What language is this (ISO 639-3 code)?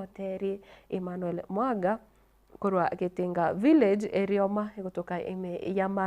guz